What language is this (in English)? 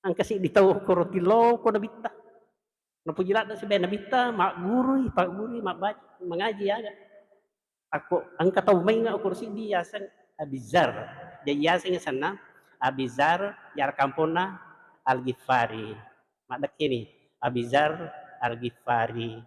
Buginese